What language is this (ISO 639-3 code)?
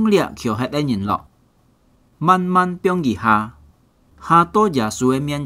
hak